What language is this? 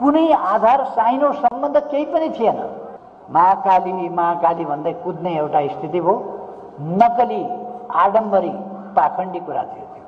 Nepali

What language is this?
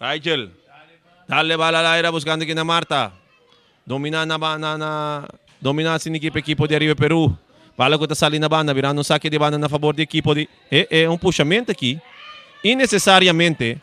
Papiamento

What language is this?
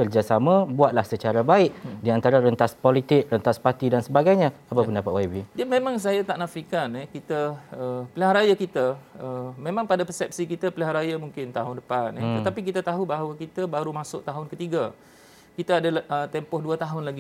Malay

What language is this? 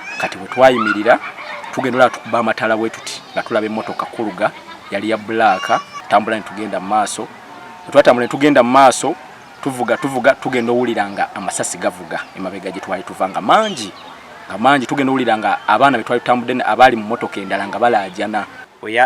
Ganda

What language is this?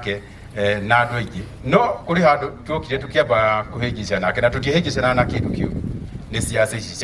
Kikuyu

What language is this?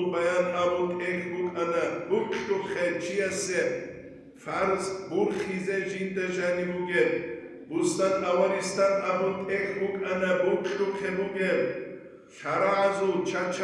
Avaric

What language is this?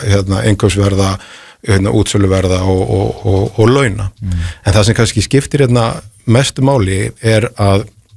Icelandic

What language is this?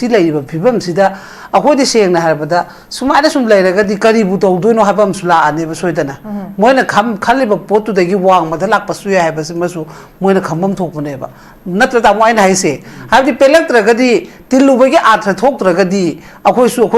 Manipuri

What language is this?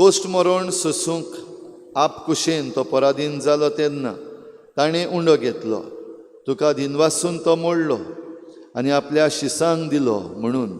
Konkani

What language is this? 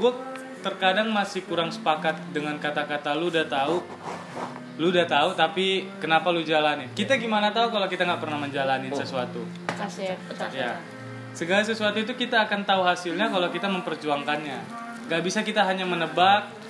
Indonesian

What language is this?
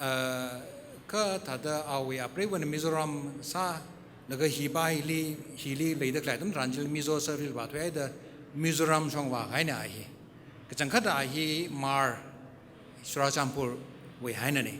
Tangkhul Naga (India)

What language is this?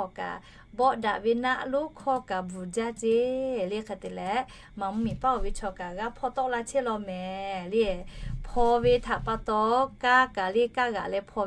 Lahu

